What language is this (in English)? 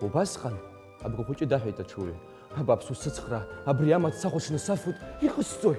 Abkhazian